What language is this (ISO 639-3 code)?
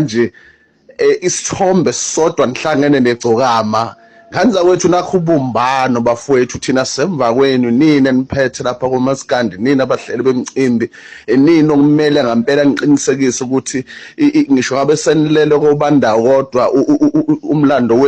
zul